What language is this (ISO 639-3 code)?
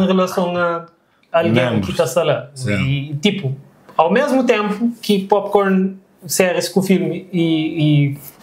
kea